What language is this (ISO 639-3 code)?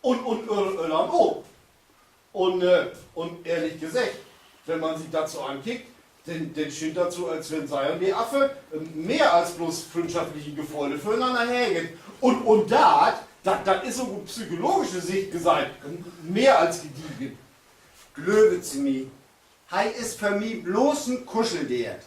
nds